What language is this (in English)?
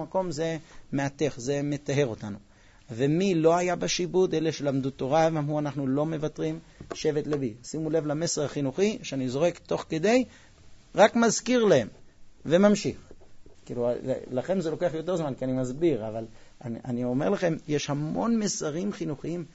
Hebrew